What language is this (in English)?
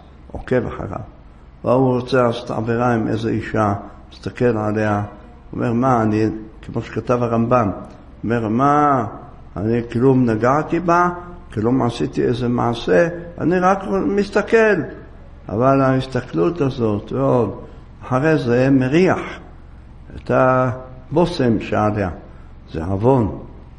Hebrew